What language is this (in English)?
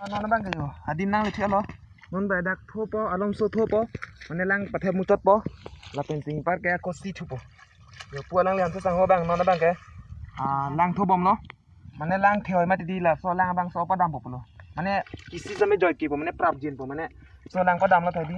Karbi